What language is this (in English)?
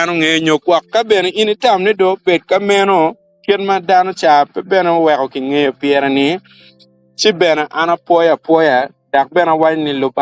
Acoli